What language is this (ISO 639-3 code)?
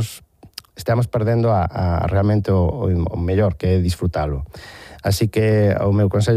glg